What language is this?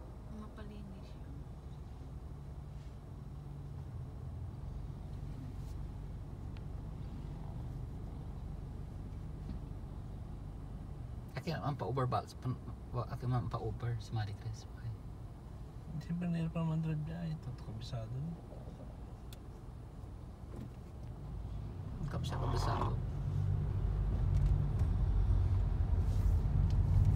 Filipino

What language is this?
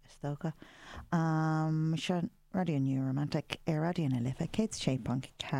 Irish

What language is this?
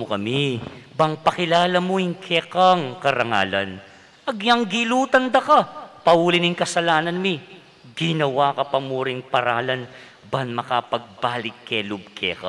Pampanga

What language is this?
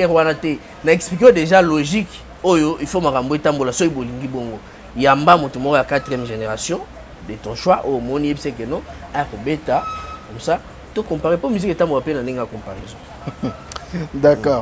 Lingala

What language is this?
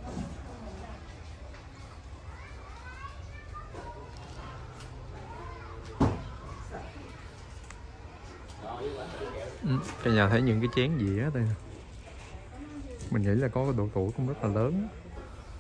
Vietnamese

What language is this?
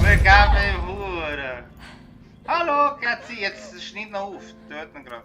Swiss German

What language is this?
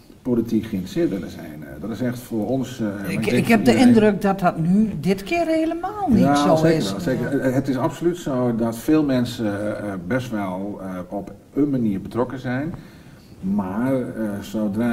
Dutch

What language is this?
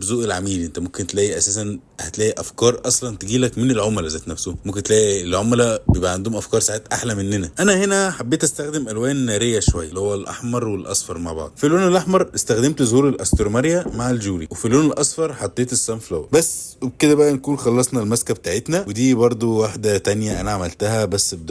Egyptian Arabic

